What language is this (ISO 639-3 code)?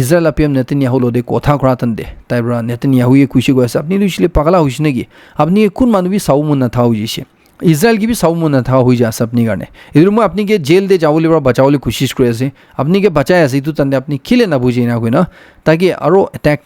nag